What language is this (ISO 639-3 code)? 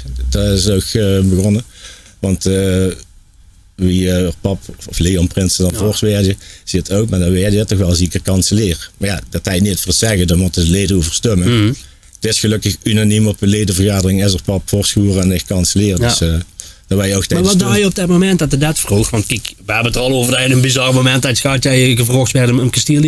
lim